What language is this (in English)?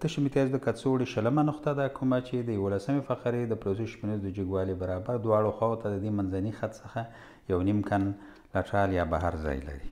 Pashto